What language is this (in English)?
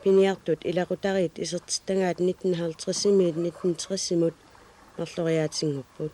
Kalaallisut